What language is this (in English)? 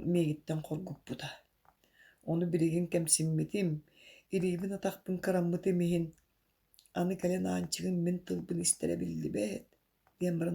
Yakut